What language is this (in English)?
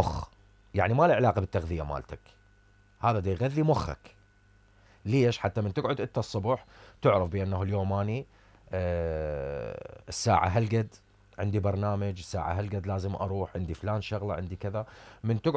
Mesopotamian Arabic